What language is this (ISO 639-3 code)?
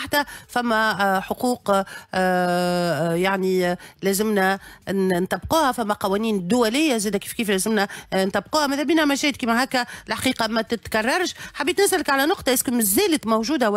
aeb